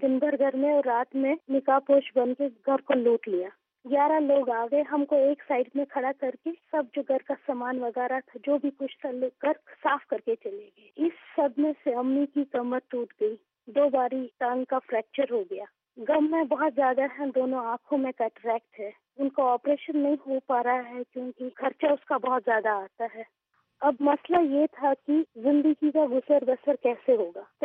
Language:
Urdu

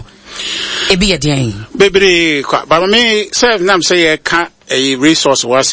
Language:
Akan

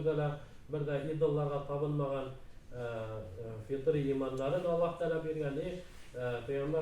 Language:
Bashkir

